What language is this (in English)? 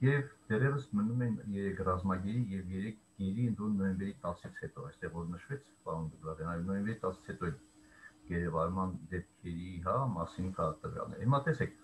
Armenian